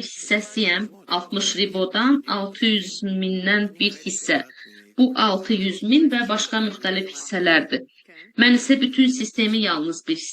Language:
Azerbaijani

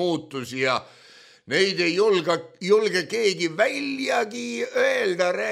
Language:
Estonian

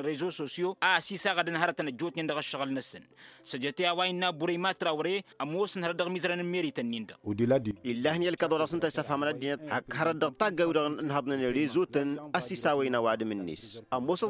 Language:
Tamasheq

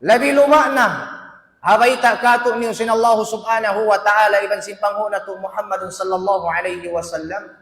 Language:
Tausug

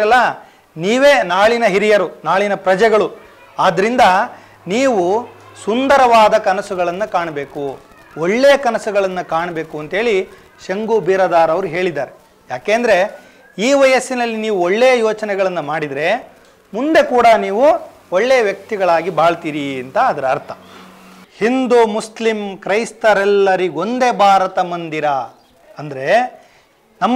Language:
Kannada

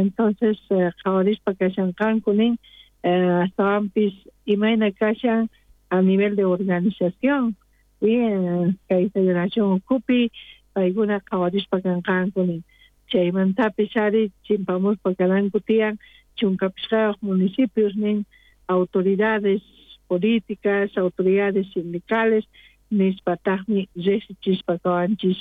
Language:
South Bolivian Quechua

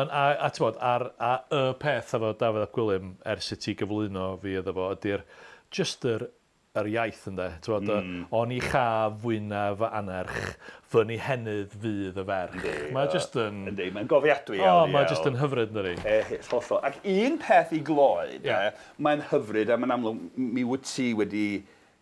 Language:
Welsh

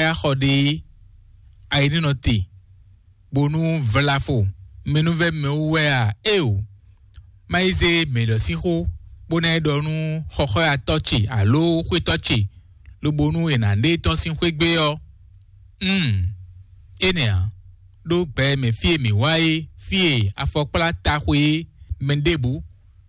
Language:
Fon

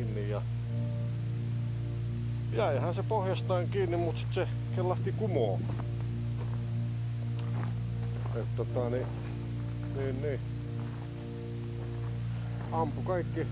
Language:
Finnish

